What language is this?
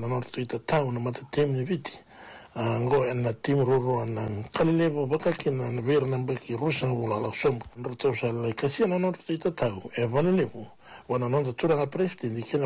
Fijian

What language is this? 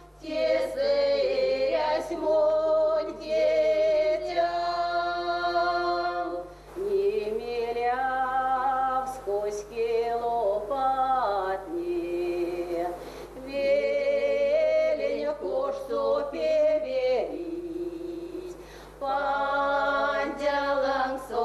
Erzya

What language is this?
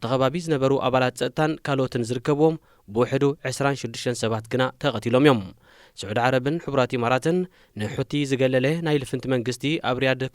Tigrinya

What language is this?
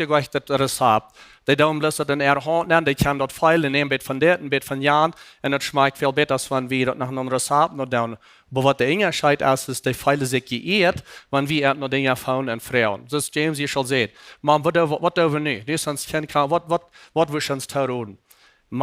Plautdietsch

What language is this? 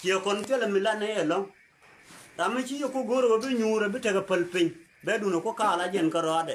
Nuer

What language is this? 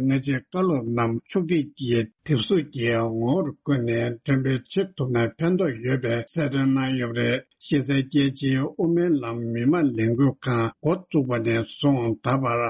Tibetan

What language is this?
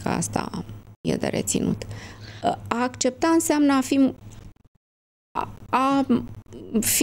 Romanian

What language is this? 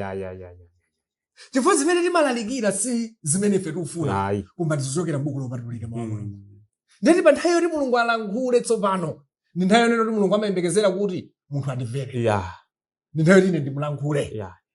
Nyanja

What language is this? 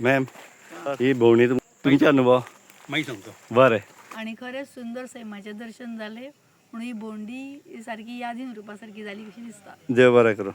Konkani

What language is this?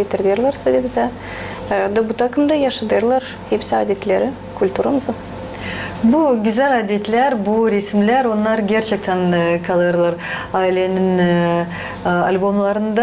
Gagauz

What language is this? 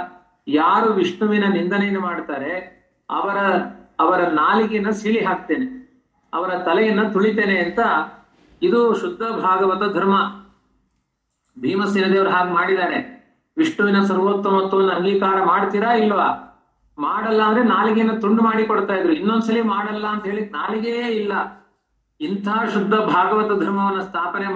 Kannada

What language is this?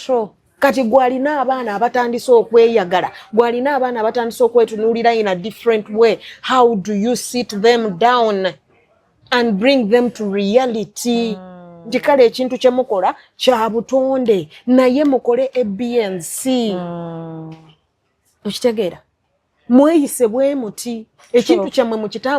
Ganda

